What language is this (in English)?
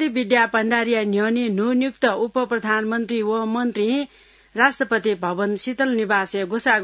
Newari